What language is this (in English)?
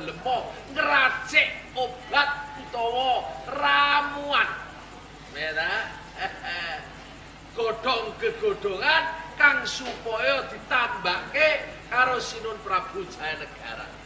Javanese